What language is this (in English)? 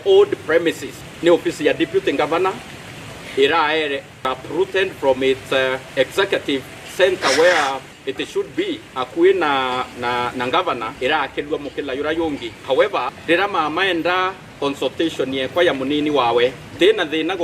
Meru